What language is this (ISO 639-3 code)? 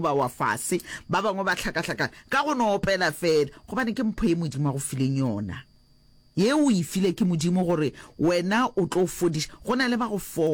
nso